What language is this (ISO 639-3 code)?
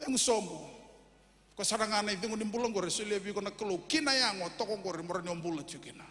fij